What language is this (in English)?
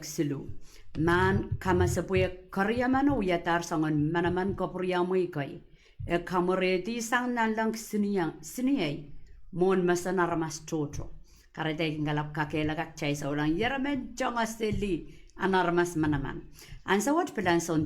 Pohnpeian